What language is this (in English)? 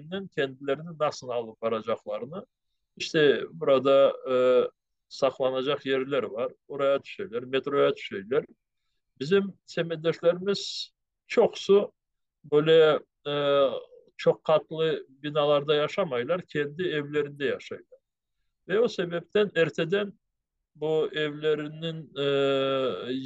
Crimean Tatar